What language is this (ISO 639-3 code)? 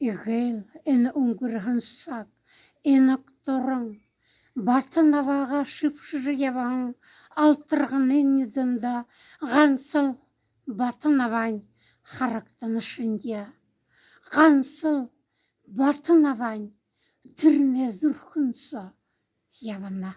bua